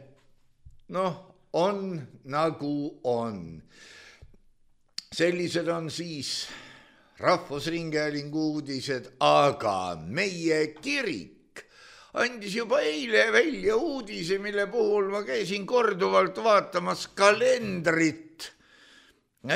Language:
Estonian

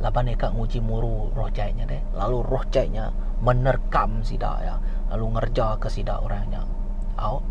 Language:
Iban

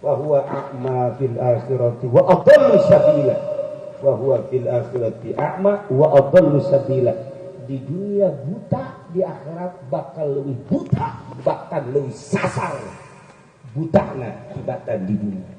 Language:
Sundanese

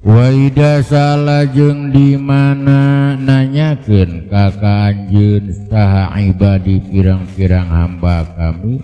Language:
Sundanese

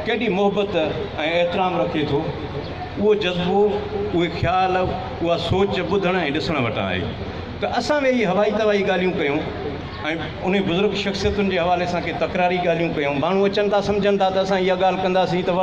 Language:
Sindhi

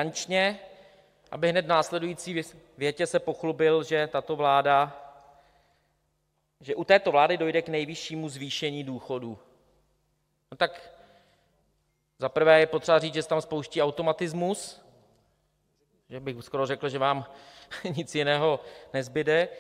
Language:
Czech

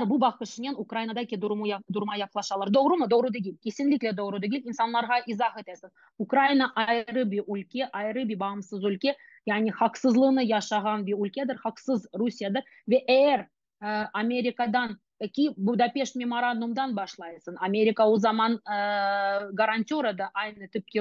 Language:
Crimean Tatar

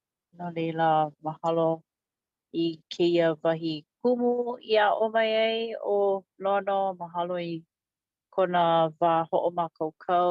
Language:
Hawaiian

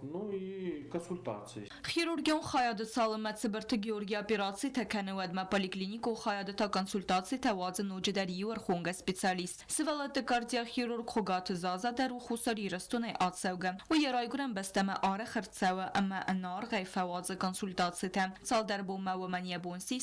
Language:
Ossetic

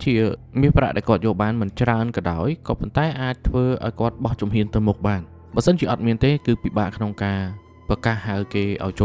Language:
Khmer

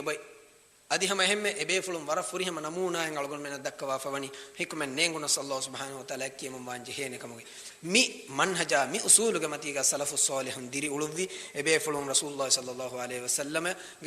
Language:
Divehi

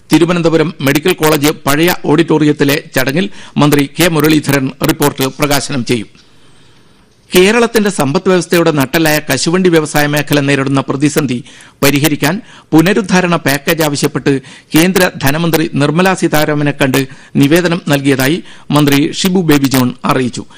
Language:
Malayalam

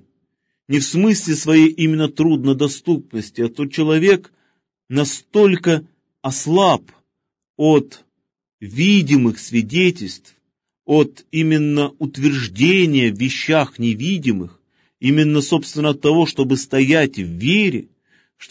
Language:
Russian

